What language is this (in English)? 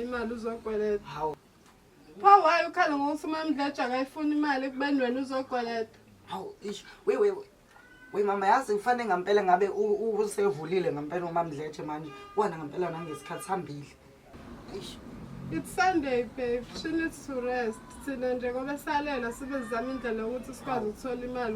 Zulu